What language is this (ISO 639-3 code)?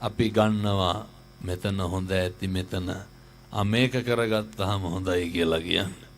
sin